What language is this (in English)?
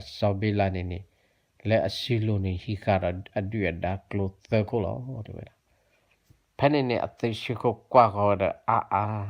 S'gaw Karen